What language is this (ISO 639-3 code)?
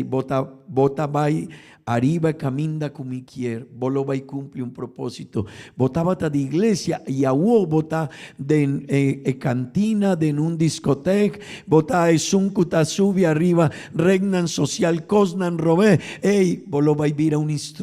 pap